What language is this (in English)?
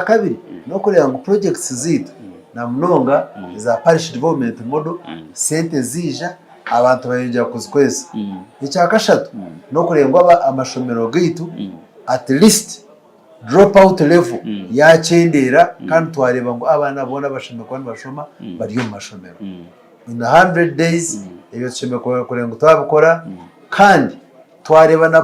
Nyankole